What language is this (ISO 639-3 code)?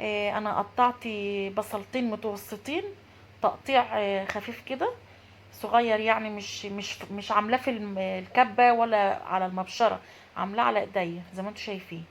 arz